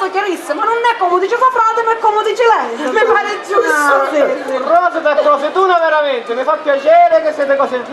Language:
Sicilian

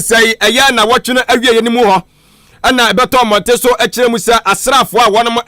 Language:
Akan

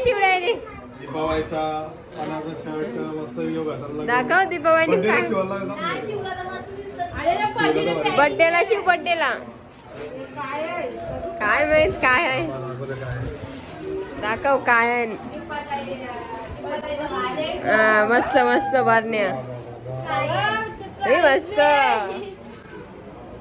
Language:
Marathi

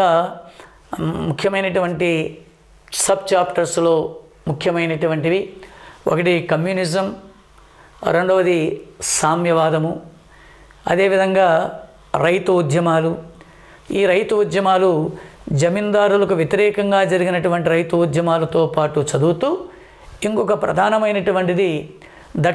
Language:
Telugu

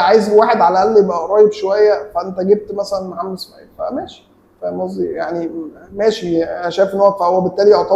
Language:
Egyptian Arabic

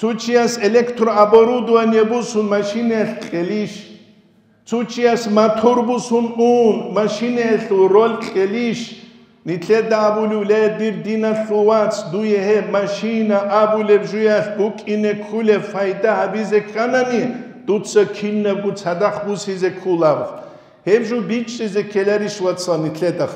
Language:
Avaric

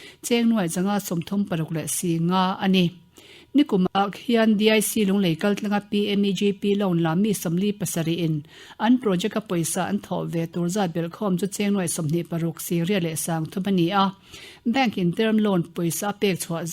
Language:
Mizo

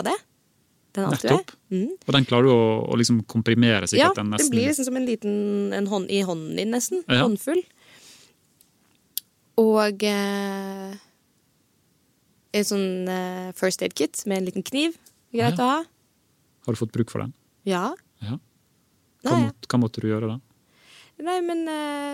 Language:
Norwegian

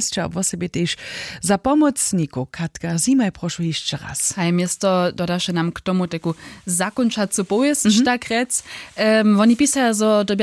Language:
Upper Sorbian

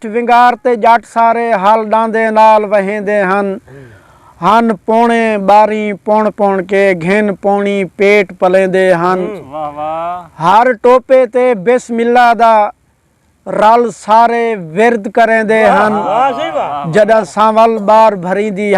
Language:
Saraiki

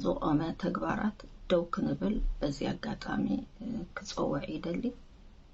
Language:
Tigrinya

